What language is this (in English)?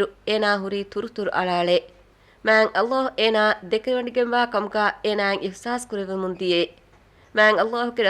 Divehi